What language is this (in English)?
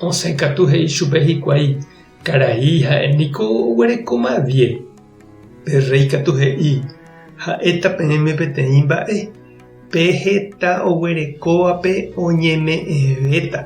Guarani